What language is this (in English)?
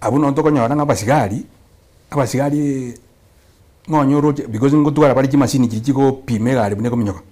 Gusii